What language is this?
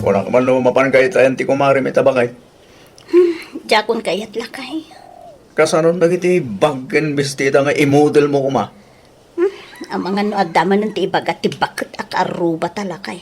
Iloko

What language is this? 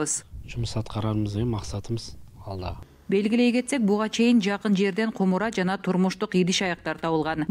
Kyrgyz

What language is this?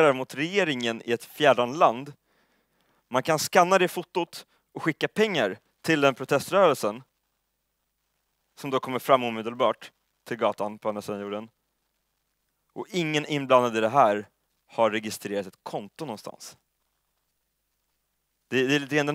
Swedish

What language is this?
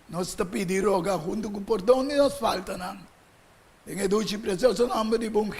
Papiamento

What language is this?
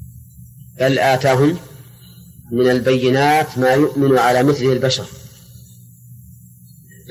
Arabic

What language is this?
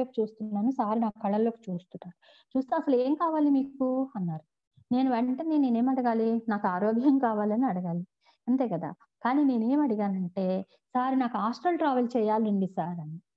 Telugu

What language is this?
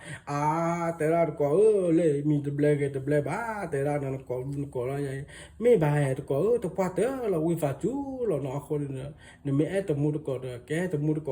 S'gaw Karen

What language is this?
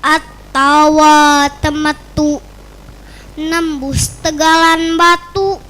Sundanese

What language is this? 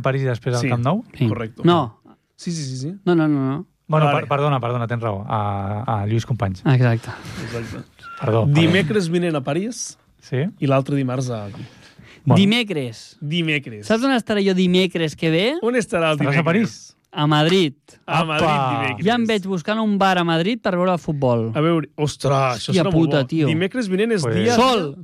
Catalan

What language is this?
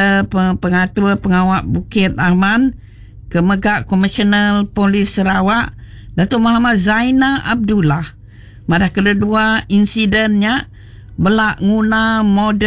Iban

